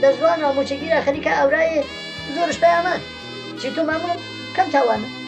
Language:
Gurani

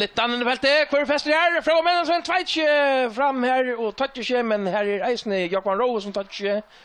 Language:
Faroese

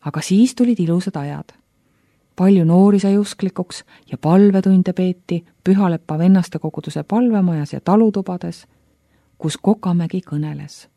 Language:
Estonian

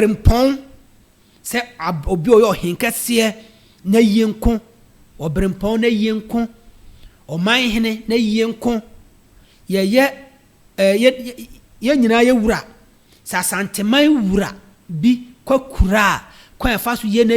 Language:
Akan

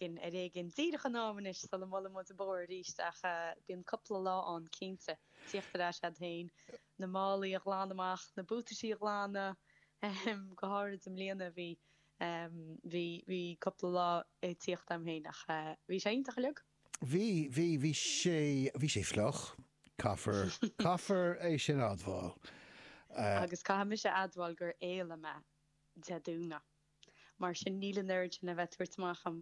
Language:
Irish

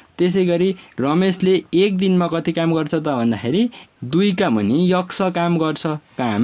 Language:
Nepali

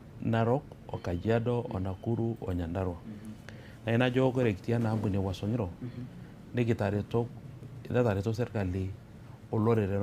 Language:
Masai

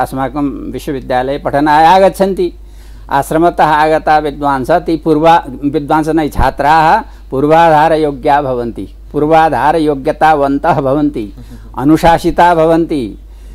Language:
Sanskrit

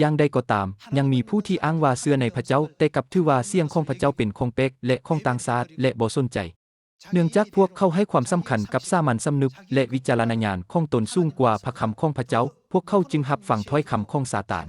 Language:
Lao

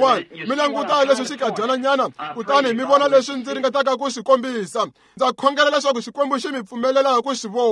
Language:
Tsonga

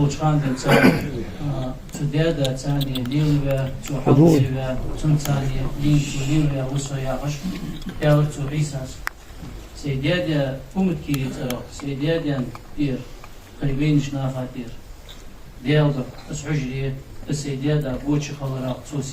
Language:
Ingush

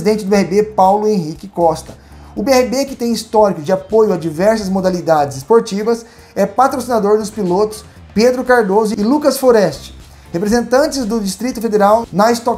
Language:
Portuguese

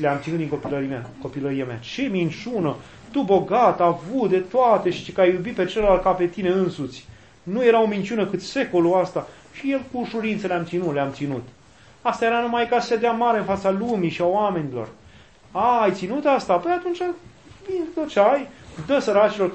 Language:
Romanian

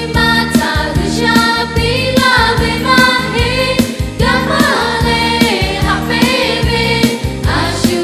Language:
Lahu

